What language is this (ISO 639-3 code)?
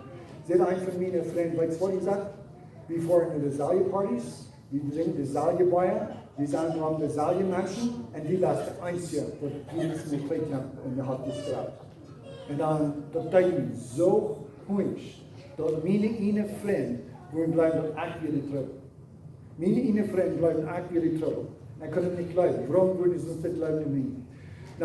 pdt